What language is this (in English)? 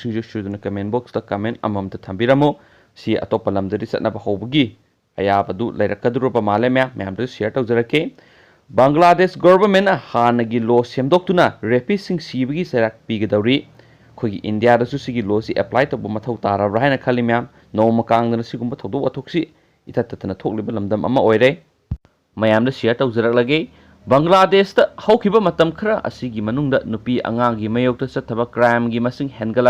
Manipuri